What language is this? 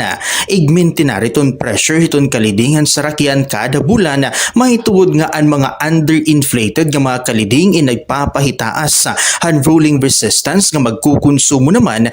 Waray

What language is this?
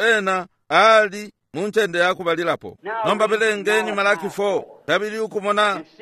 Bemba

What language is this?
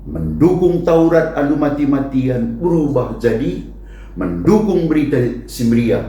Batak Karo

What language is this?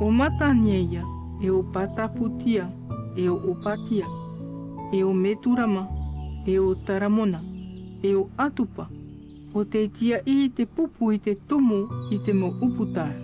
Tahitian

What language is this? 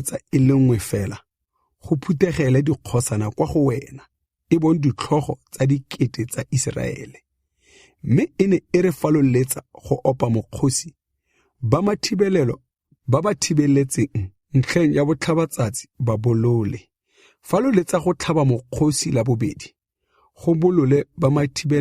Tswana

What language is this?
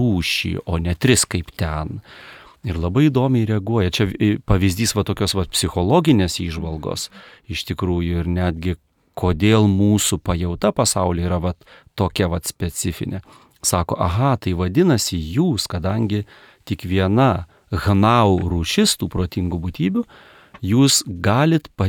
Lithuanian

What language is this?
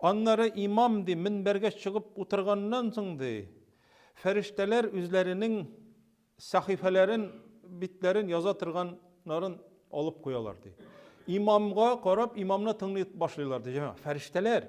Tatar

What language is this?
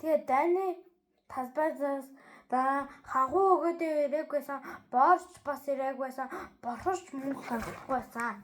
Mongolian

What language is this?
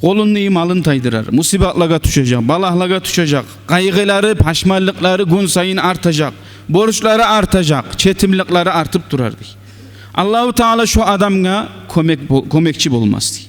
Kumyk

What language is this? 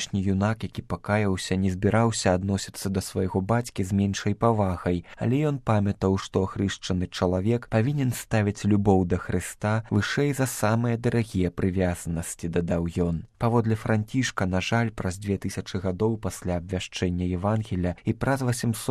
Belarusian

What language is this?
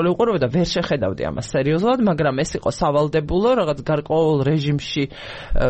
Georgian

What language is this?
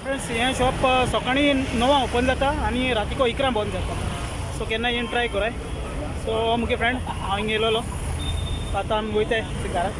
Konkani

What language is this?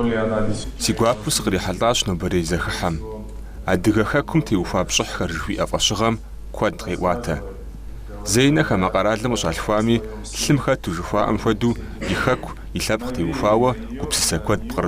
Kabardian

